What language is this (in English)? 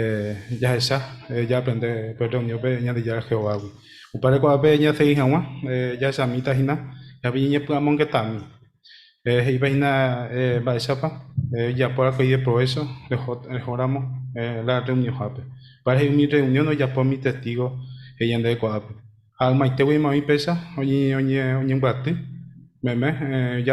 Guarani